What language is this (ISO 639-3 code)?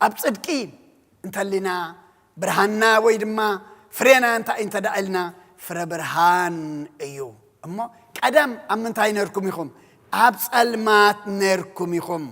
tir